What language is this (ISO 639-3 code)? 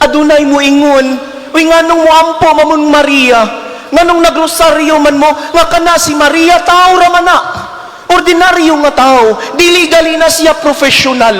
ceb